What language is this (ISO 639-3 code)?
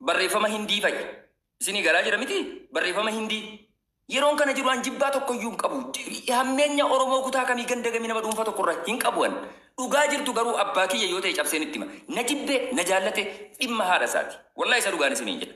orm